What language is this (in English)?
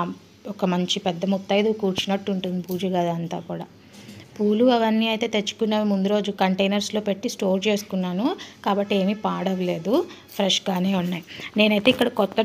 Telugu